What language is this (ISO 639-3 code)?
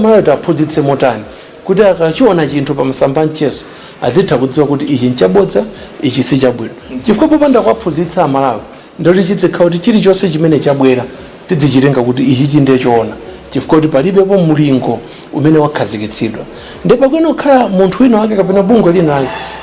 nya